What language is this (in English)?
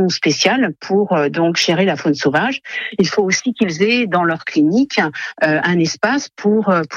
French